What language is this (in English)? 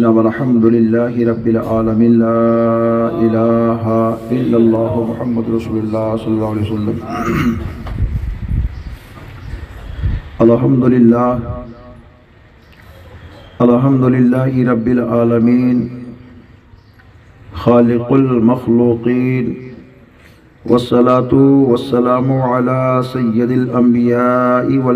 Urdu